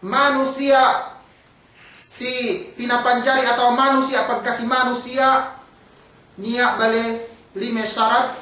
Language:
Yakan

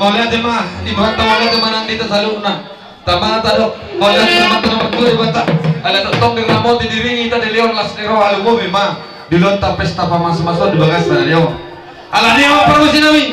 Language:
Batak Toba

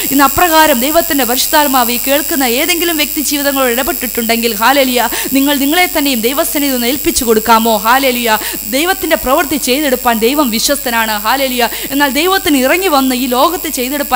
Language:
Malayalam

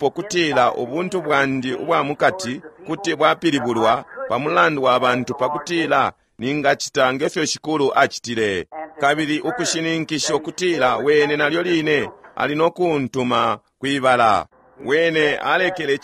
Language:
Bemba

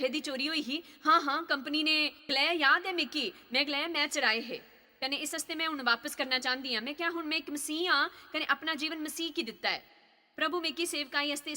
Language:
Dogri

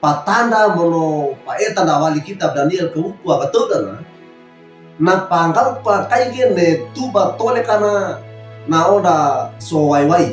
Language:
Wejewa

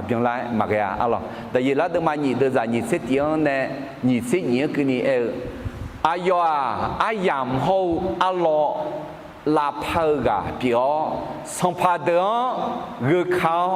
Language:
Akha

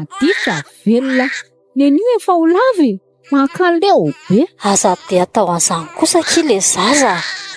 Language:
Malagasy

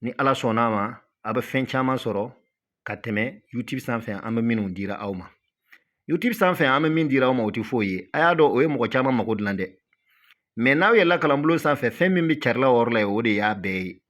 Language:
Bambara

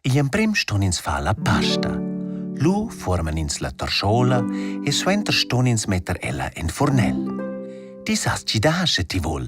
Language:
Romansh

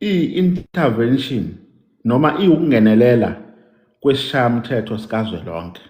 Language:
Zulu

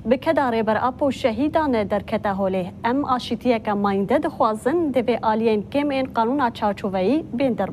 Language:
Kurdish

